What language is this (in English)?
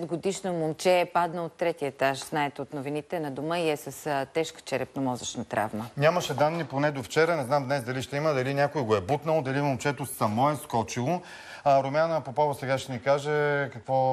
Bulgarian